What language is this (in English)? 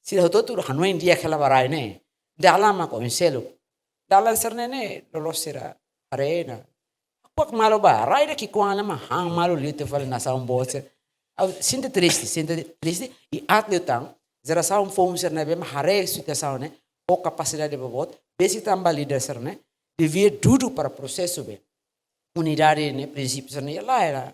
Tetum